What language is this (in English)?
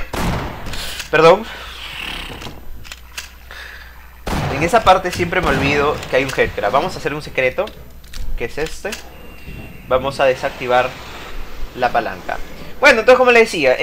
Spanish